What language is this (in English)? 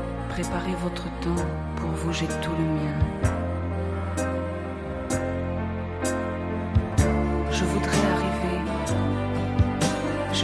French